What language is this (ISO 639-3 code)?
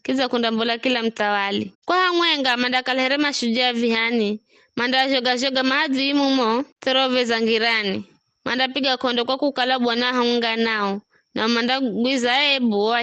nyf